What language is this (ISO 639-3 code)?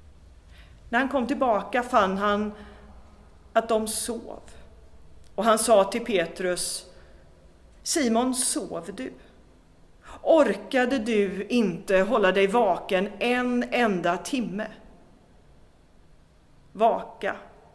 swe